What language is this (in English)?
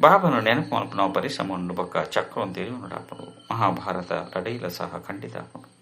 Tulu